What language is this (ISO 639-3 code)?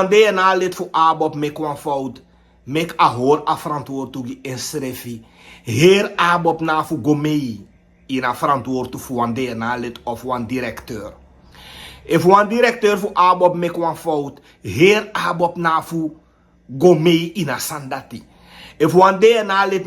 srn